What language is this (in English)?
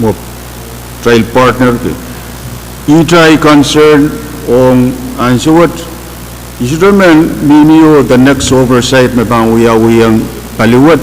Pohnpeian